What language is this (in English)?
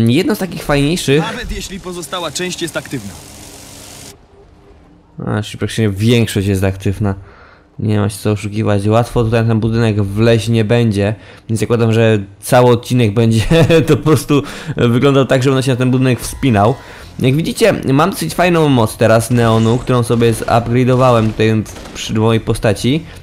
Polish